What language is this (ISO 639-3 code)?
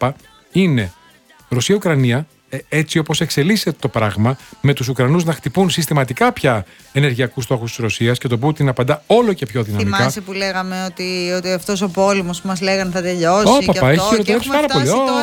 ell